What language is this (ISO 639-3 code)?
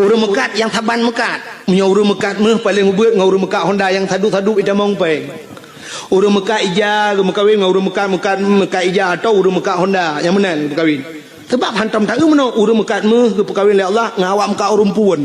ace